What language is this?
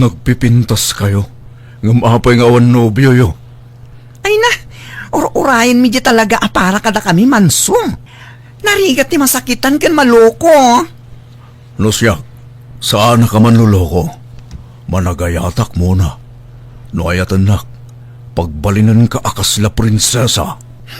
Iloko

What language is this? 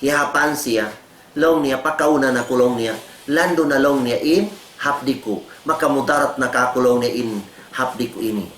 Tausug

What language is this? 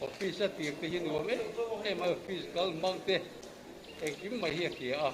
Mizo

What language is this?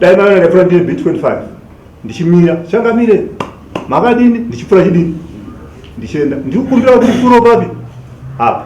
Shona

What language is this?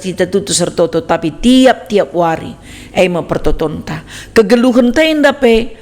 Batak Karo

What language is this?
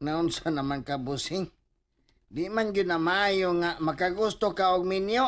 Cebuano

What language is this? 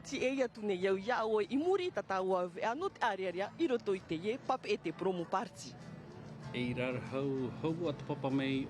Tahitian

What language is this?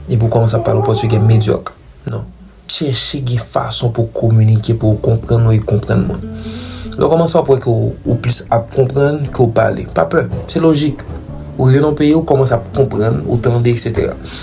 Haitian Creole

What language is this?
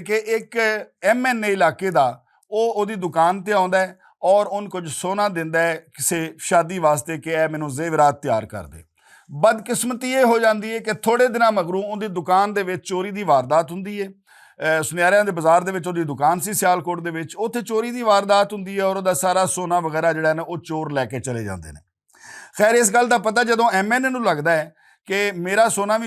Western Panjabi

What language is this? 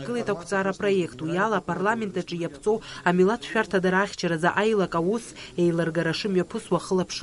Abkhazian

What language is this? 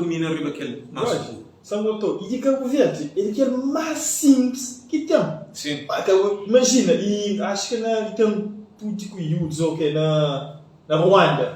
Kabuverdianu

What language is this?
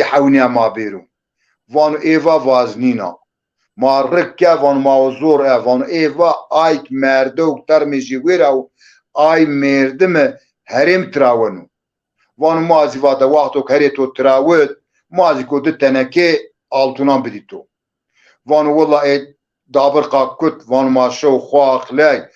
Zaza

